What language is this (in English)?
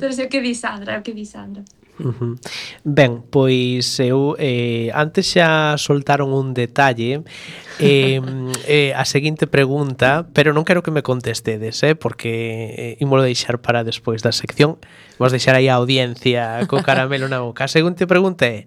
Galician